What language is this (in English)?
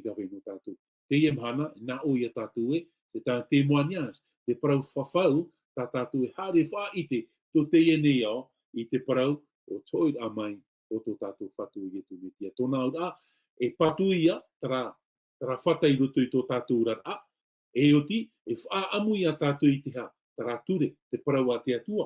Tahitian